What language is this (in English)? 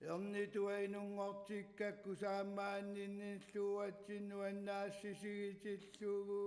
Kalaallisut